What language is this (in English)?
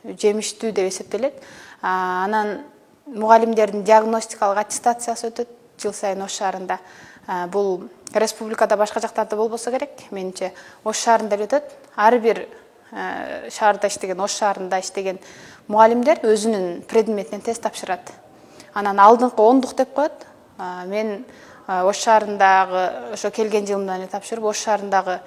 Kyrgyz